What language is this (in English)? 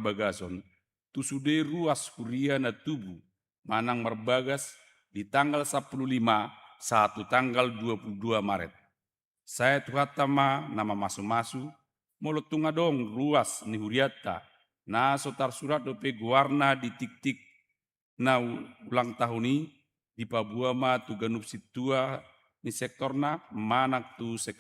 Batak Toba